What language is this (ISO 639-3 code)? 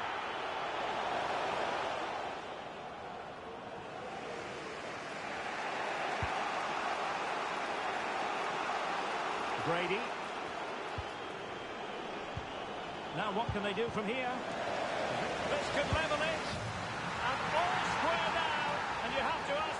eng